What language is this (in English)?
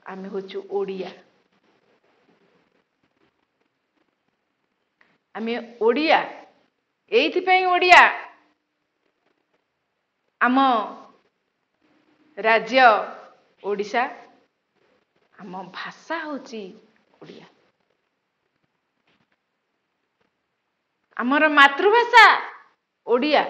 Odia